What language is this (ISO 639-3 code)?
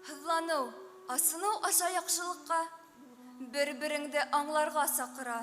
bak